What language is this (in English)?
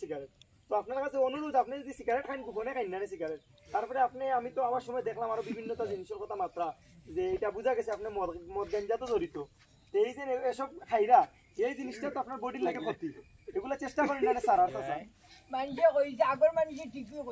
Sylheti